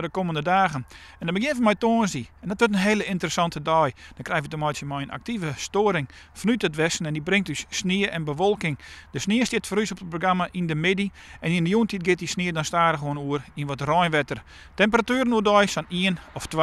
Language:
Western Frisian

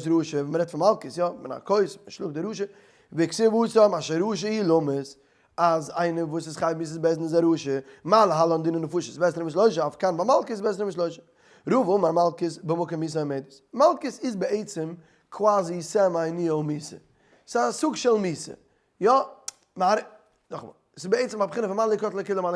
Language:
Yiddish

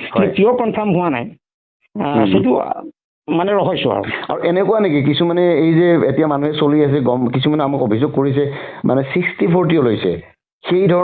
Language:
Assamese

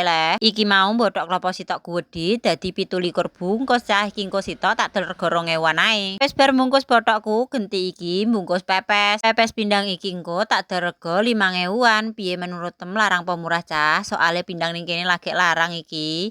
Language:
Javanese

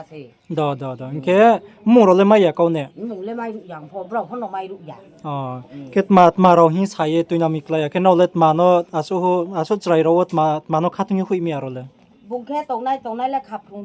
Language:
Riang (India)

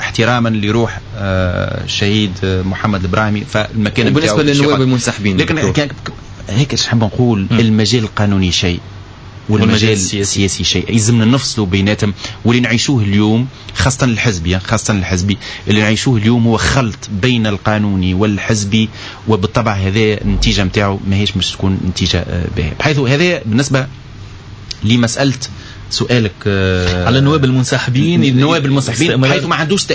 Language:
Tunisian Arabic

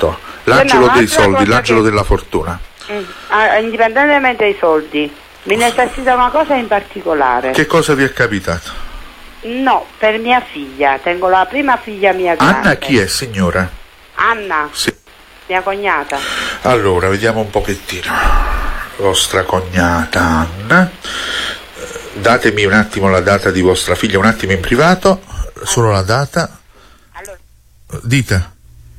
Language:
Italian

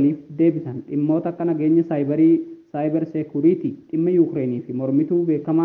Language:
Oromo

